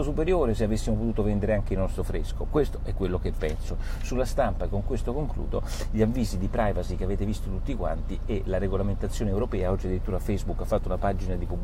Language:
Italian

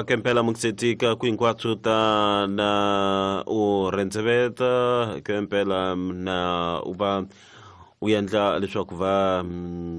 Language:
Tsonga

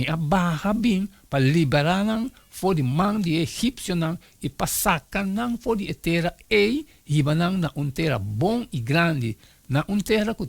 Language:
Papiamento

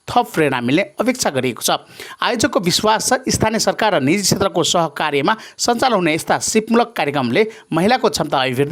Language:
Nepali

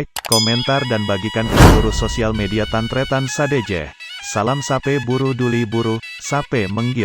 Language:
Madurese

